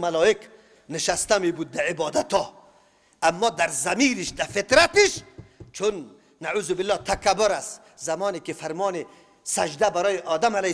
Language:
Persian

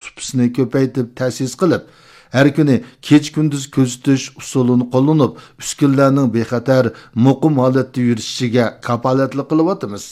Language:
Uyghur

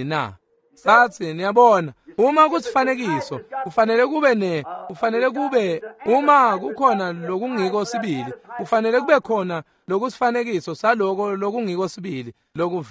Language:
Swati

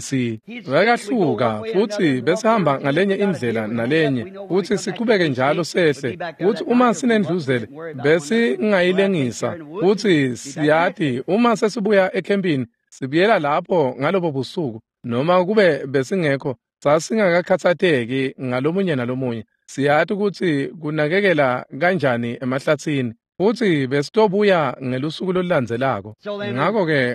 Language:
Swati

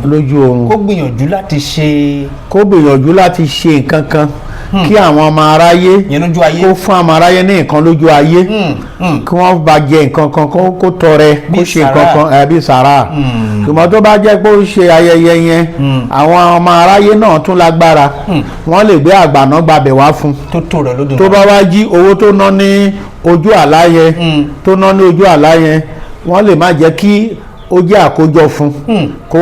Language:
Yoruba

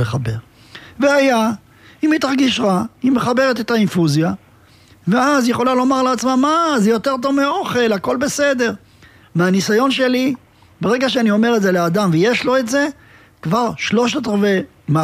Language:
Hebrew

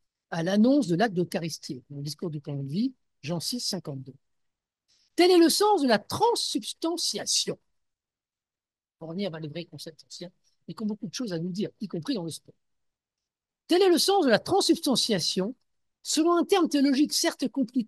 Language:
French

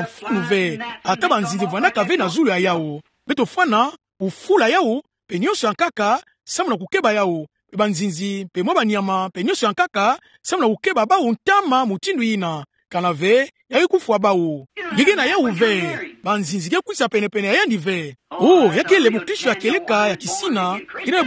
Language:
Kituba (Democratic Republic of Congo)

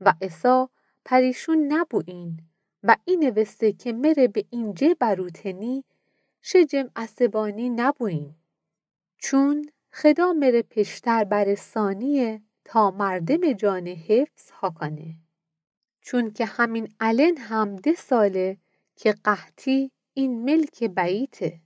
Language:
Mazanderani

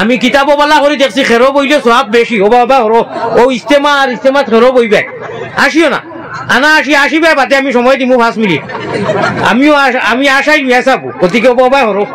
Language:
Sylheti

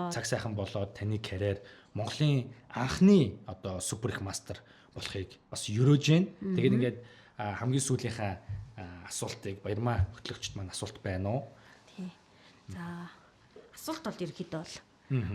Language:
Mongolian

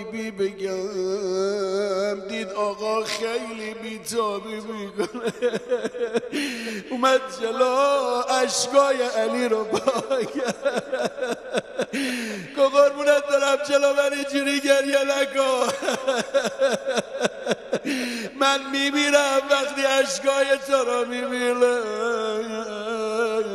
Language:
Persian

